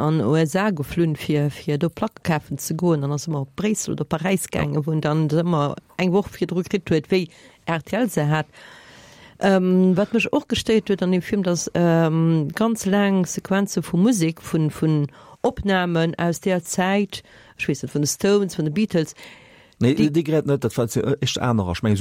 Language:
Luxembourgish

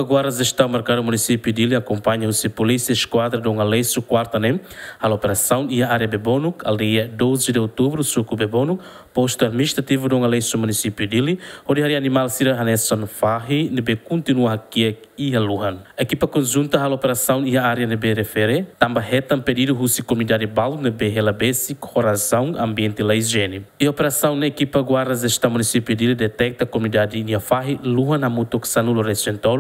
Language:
Tetum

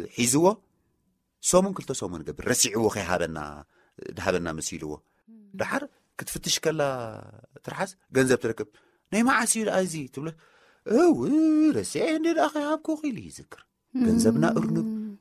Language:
Tigrinya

